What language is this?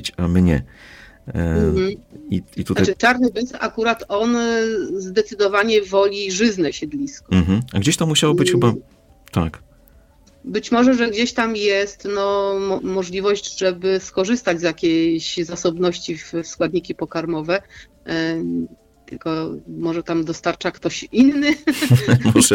Polish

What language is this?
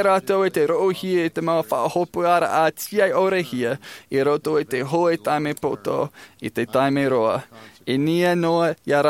Tahitian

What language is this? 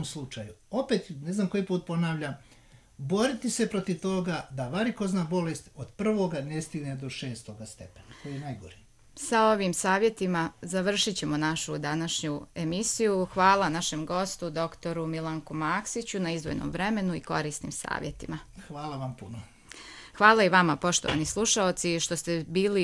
Serbian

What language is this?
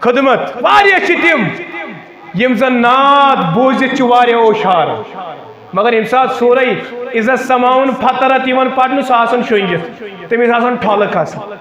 Kashmiri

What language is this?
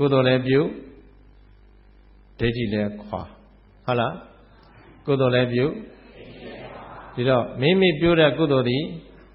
Burmese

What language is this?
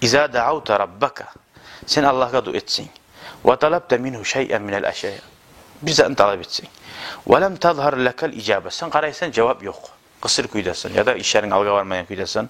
Kumyk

